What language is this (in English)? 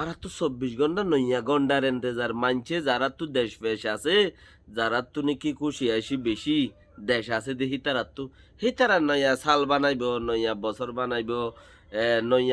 Rohingya